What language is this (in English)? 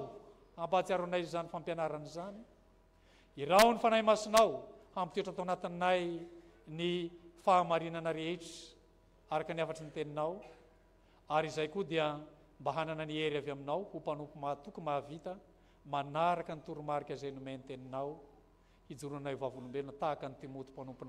Malagasy